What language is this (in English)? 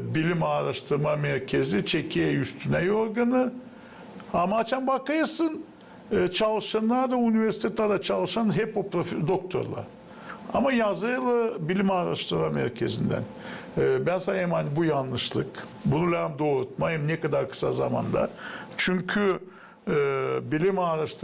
Gagauz